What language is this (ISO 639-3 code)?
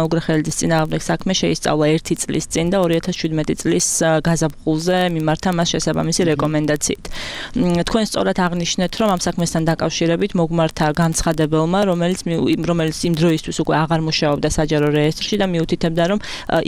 kat